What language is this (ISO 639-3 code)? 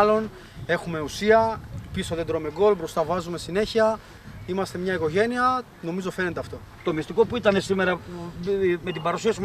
ell